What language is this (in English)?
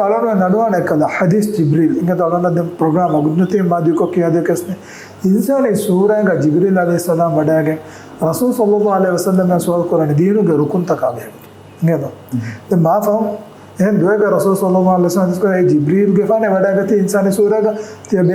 Divehi